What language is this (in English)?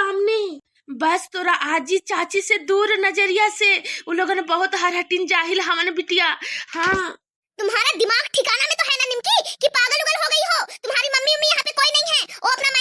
Bhojpuri